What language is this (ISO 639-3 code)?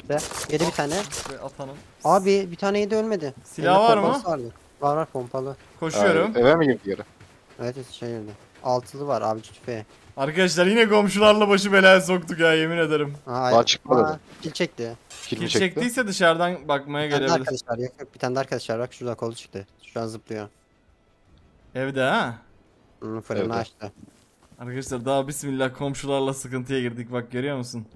tur